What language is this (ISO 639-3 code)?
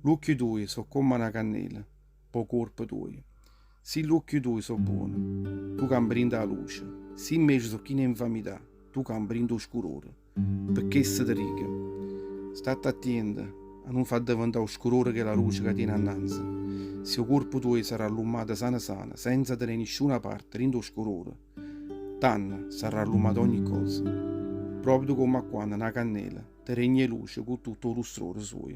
nap